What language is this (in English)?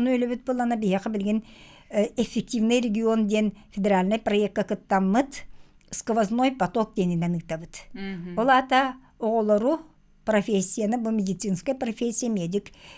Yakut